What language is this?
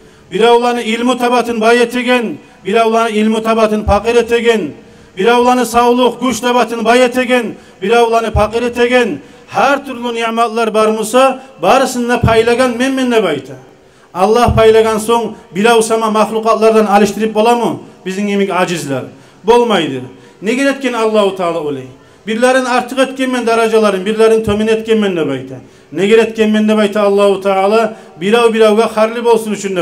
Kumyk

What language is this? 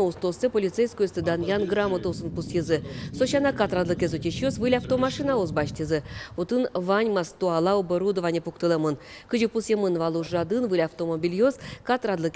Udmurt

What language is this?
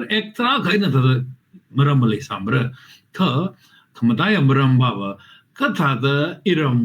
Tangkhul Naga (India)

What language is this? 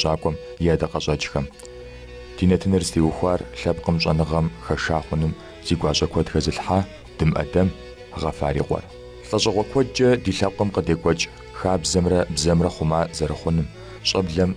Kabardian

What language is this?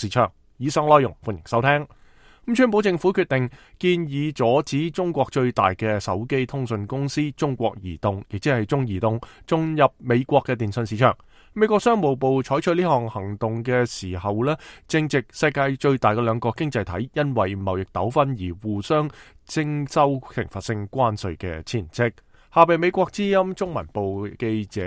Cantonese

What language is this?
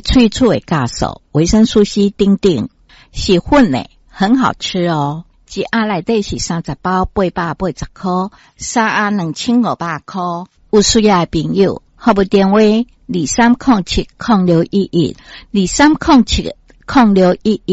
Min Nan Chinese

